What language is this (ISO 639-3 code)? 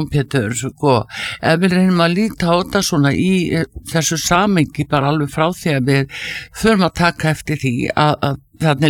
isl